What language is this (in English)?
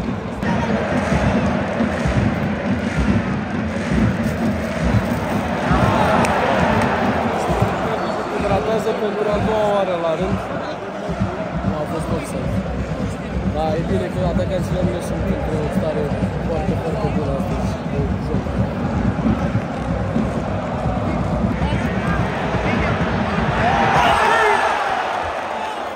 Romanian